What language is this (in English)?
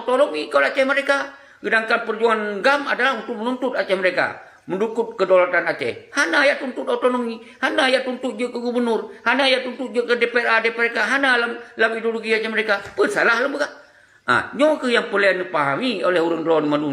Achinese